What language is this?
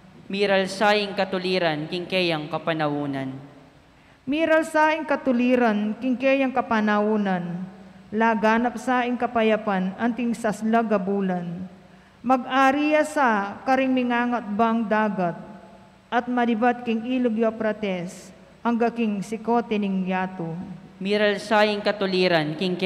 Pampanga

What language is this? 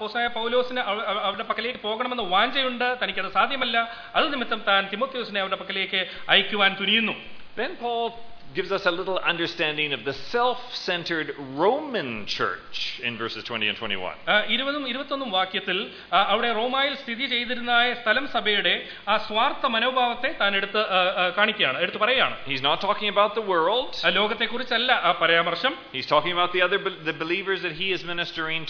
Malayalam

